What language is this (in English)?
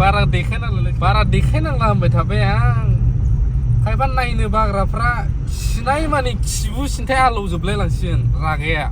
Bodo